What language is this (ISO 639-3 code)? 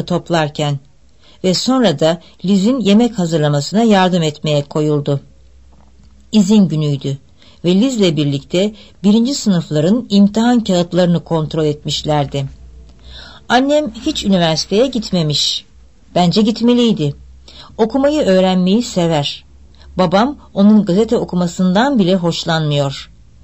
tur